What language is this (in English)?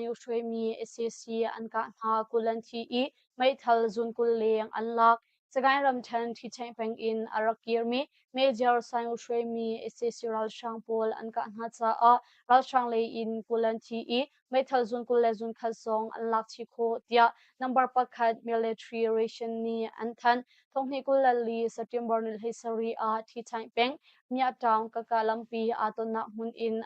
Hakha Chin